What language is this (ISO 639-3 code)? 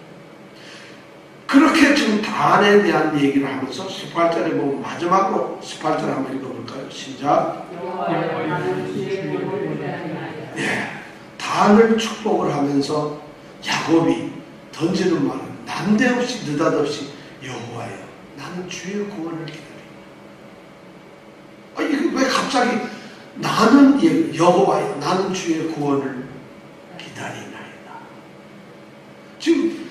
kor